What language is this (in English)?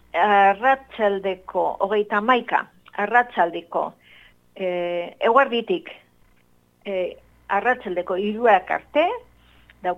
Basque